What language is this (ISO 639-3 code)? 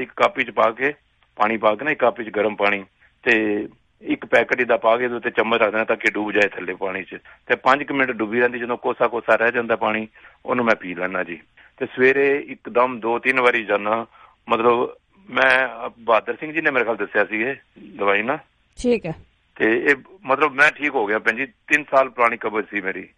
pan